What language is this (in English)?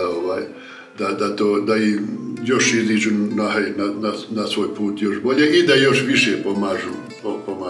Bosnian